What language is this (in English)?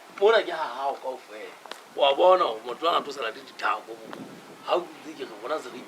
Southern Sotho